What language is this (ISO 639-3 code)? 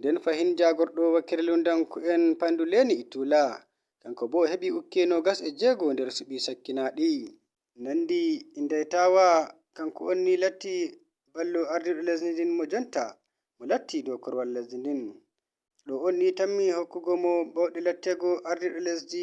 fuv